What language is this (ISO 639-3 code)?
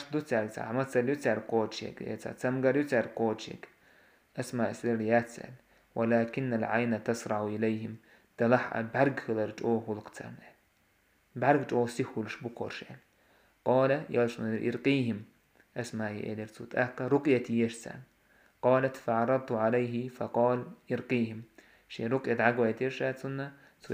che